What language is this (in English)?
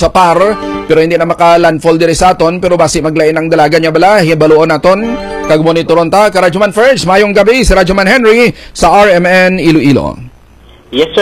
Hiligaynon